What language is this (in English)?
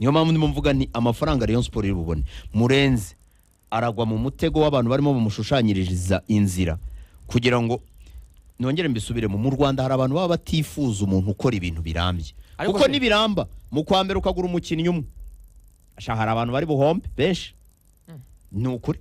Kinyarwanda